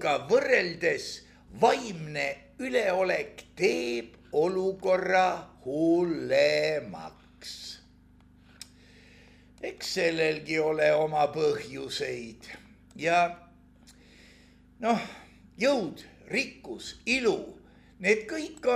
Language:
Estonian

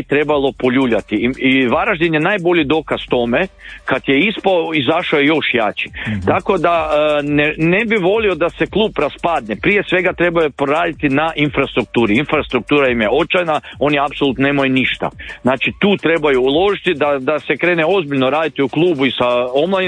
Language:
Croatian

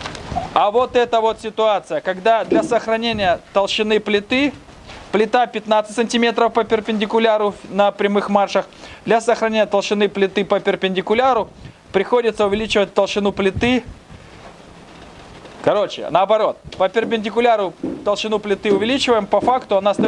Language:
Russian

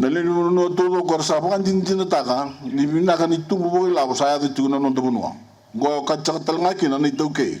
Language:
Fijian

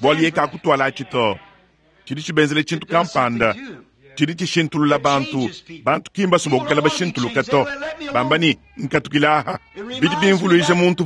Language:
Luba-Lulua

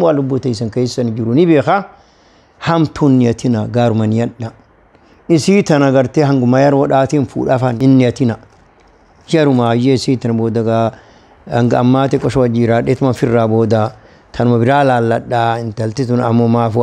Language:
Oromo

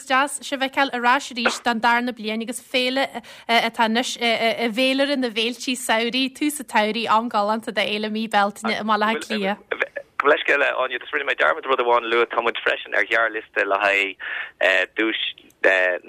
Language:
Irish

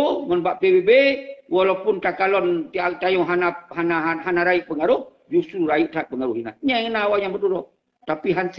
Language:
Achinese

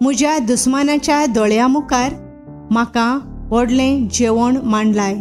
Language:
Konkani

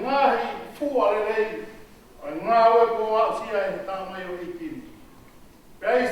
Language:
Tongan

